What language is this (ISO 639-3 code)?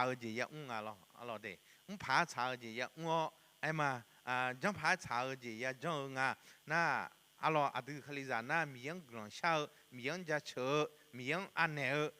ahk